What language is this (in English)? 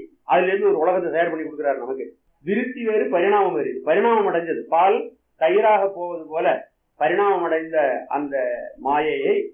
Tamil